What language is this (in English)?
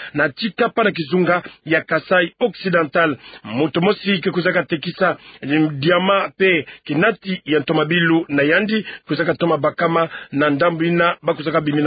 Kituba (Democratic Republic of Congo)